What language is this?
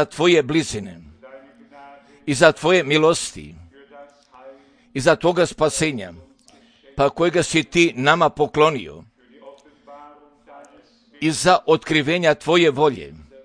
Croatian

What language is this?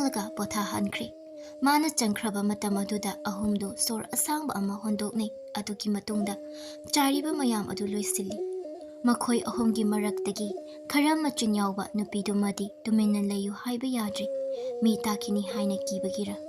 Manipuri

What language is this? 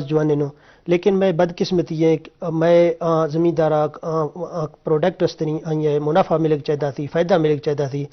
Eastern Balochi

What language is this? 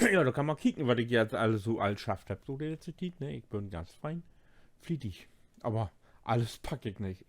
Low German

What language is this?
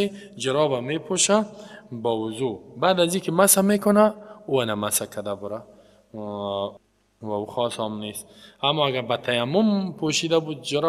Persian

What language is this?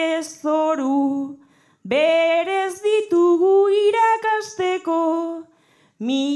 Basque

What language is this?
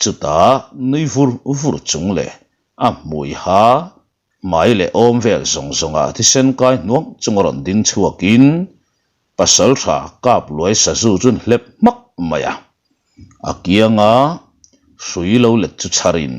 Mizo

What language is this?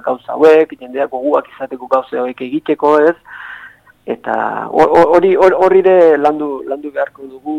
Basque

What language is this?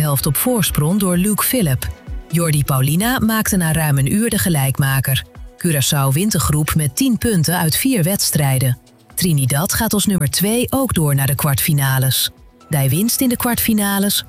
Dutch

